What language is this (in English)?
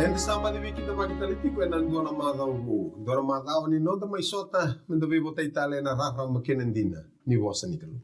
Fijian